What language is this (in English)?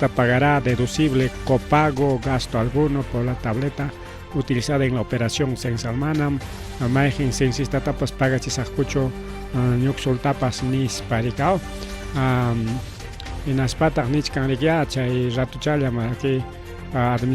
Ayacucho Quechua